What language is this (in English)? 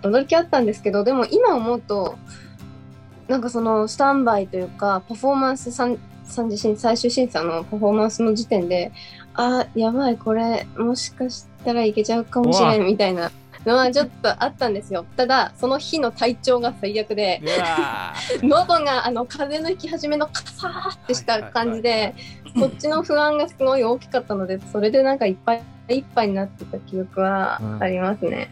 Japanese